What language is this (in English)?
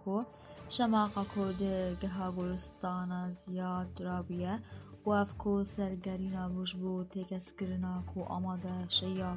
Kurdish